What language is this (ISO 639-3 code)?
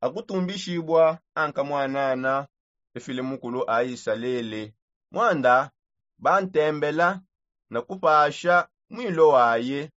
sop